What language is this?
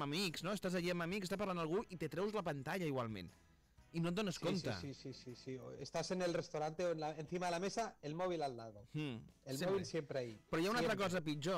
Catalan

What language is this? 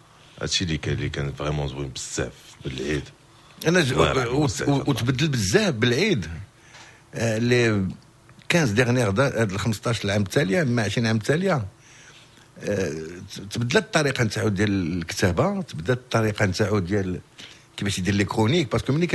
Moroccan Arabic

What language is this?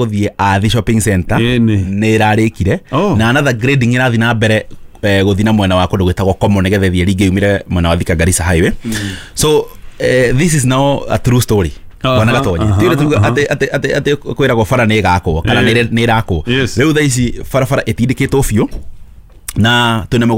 Kikuyu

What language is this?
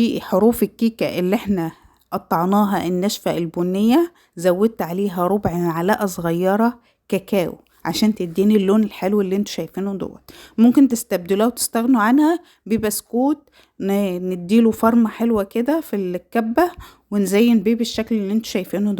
Egyptian Arabic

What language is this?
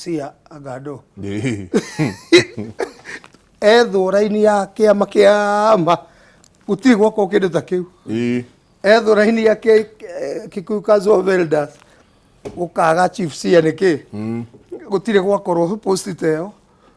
Kikuyu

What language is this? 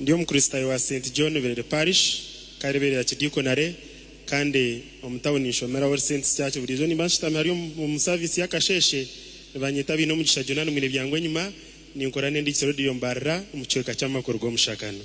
Nyankole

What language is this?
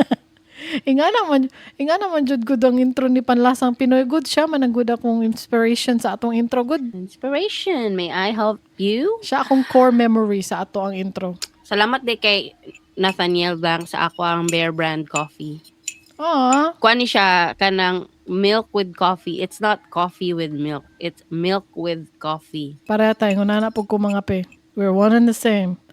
Cebuano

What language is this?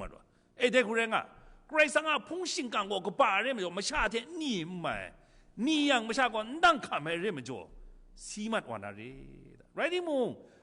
Kachin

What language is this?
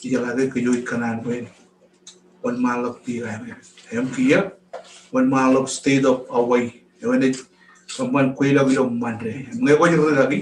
Marshallese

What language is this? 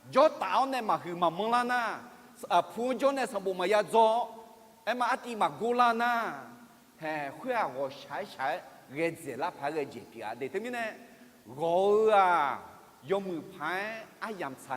Akha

